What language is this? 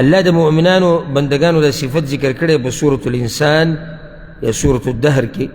Pashto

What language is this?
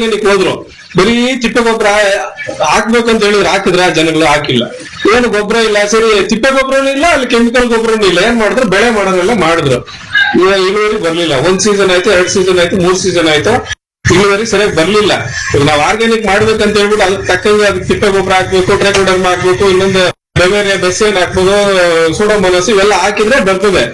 Kannada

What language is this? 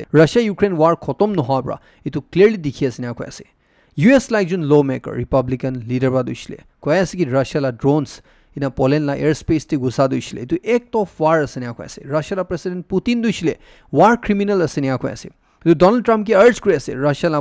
Naga Pidgin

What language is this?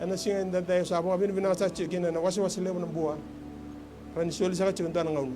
Fijian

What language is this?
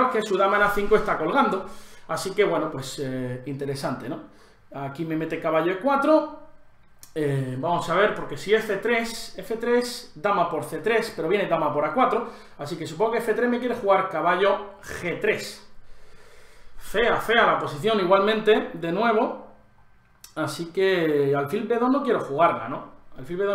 Spanish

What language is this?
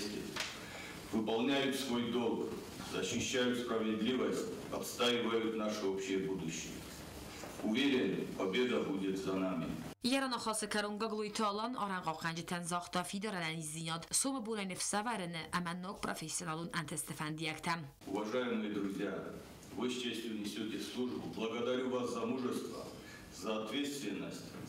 Ossetic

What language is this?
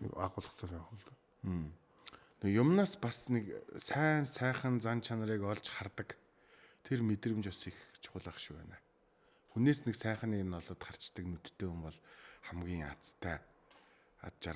Mongolian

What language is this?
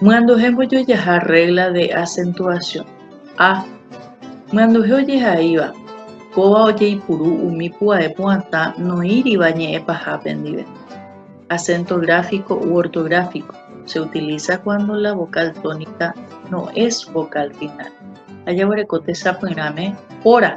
Guarani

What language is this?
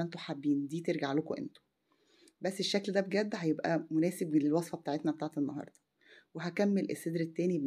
Egyptian Arabic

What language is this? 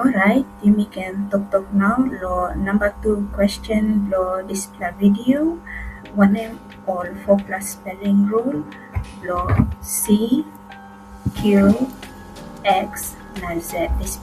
Tok Pisin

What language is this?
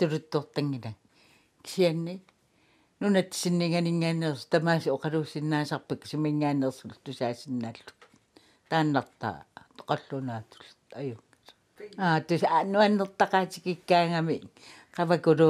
Kalaallisut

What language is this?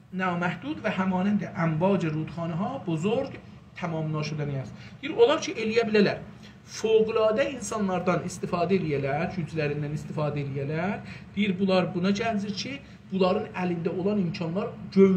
South Azerbaijani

